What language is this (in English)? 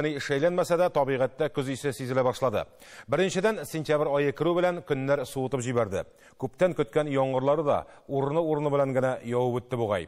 Tatar